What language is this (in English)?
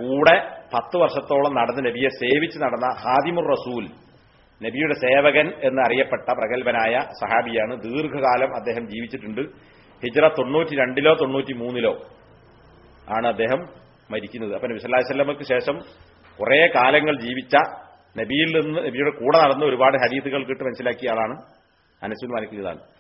Malayalam